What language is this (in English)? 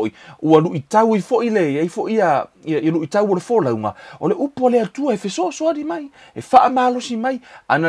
Samoan